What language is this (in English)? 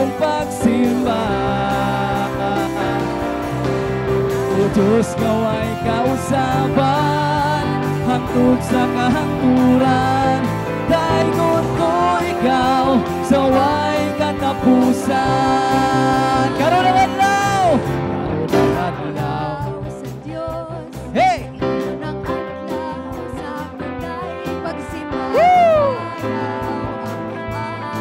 Cebuano